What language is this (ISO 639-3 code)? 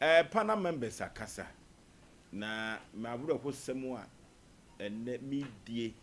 aka